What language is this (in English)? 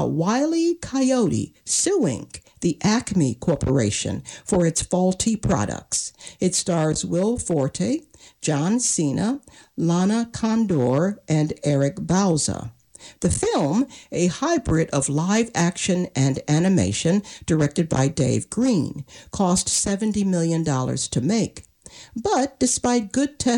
English